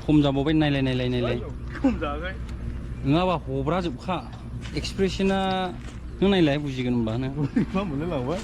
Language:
Bodo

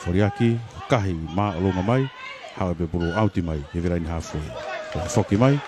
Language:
Tongan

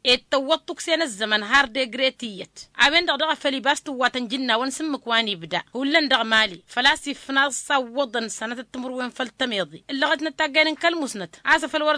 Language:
Tamasheq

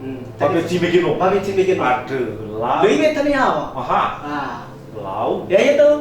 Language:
Nias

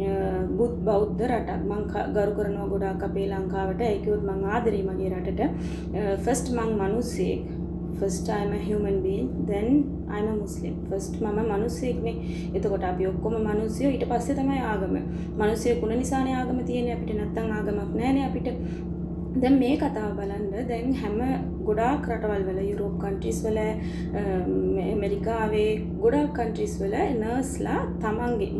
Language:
Sinhala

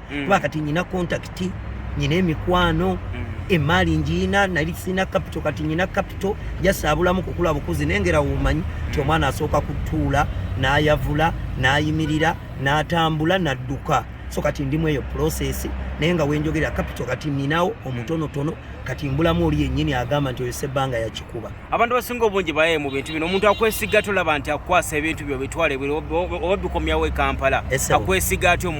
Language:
Ganda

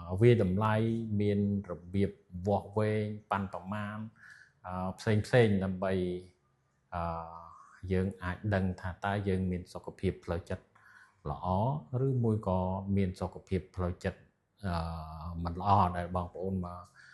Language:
Khmer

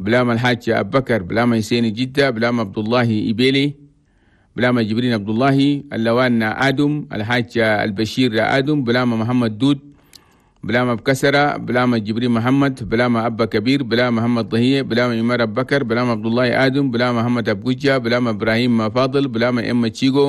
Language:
Chadian Arabic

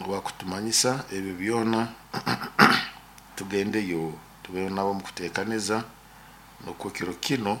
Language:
Nyoro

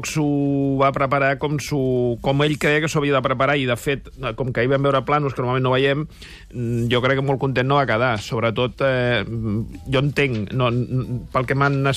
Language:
Catalan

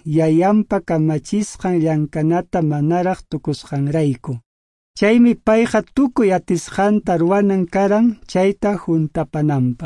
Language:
Quechua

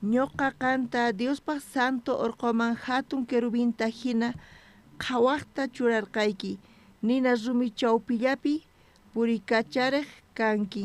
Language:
South Bolivian Quechua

